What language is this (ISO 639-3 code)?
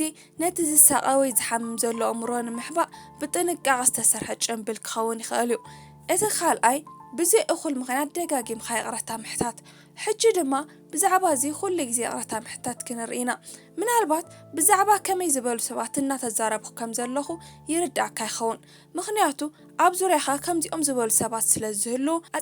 tir